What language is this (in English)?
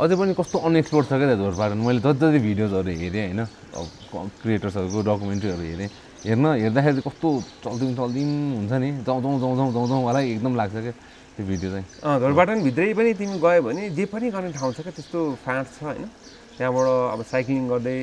Nepali